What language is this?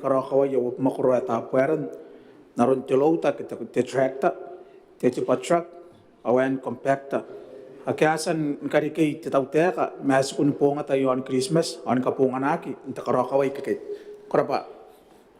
Gilbertese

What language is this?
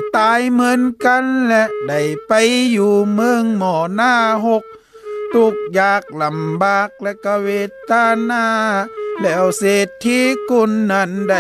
Lü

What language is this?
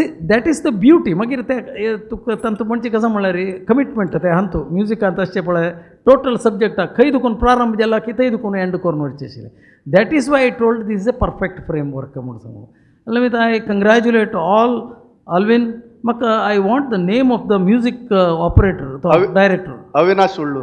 Konkani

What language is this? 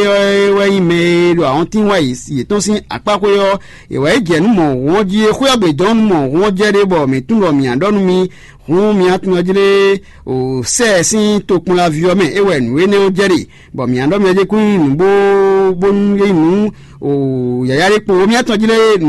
Fon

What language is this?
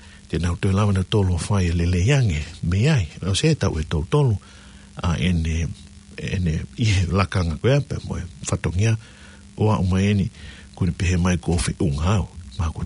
Tongan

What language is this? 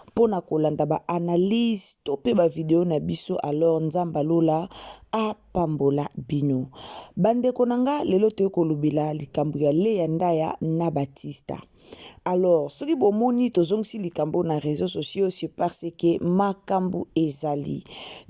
Lingala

